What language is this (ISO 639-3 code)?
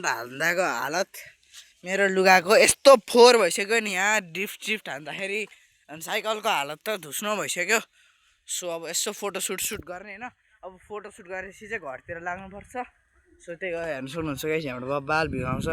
nep